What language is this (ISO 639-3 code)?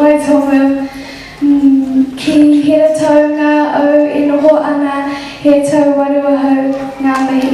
mri